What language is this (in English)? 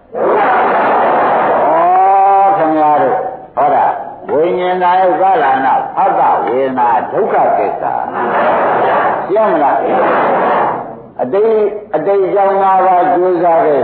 Burmese